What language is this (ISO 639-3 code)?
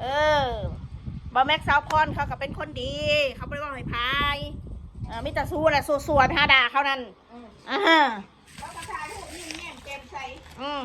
tts